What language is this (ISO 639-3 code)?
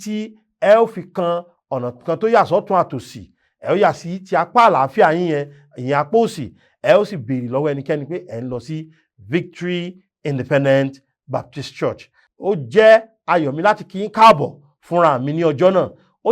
yor